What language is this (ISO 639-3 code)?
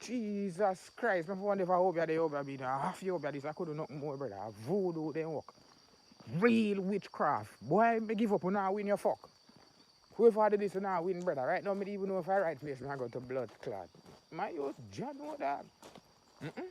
jam